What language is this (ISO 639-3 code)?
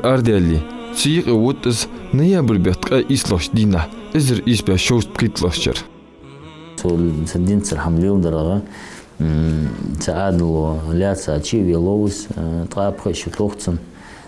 inh